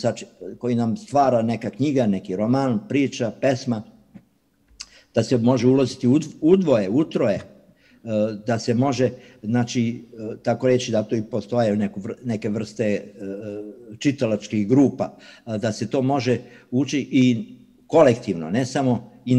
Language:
Serbian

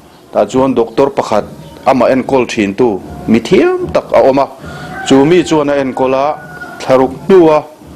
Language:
Mizo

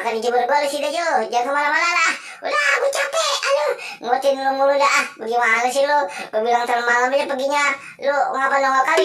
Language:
Betawi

